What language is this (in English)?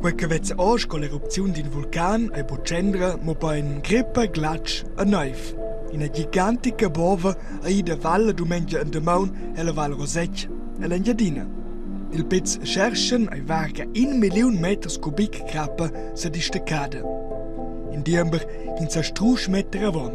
Romansh